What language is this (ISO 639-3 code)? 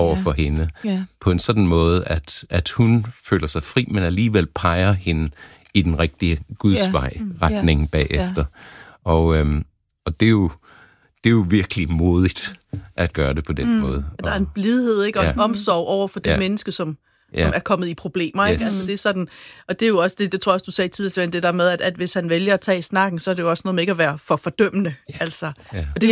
dan